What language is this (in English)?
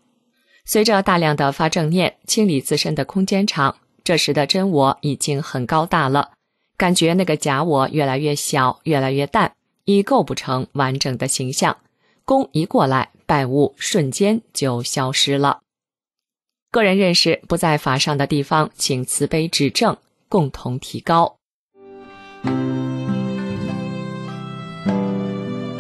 Chinese